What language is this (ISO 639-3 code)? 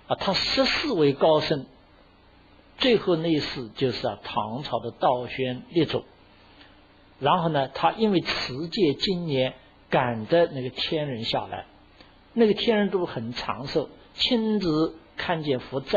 zho